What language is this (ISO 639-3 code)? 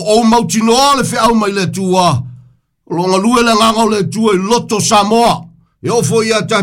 smo